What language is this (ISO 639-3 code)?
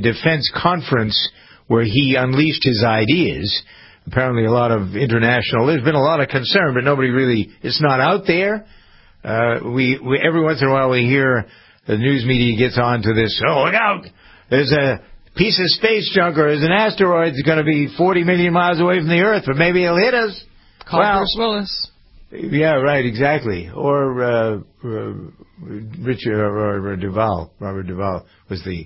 eng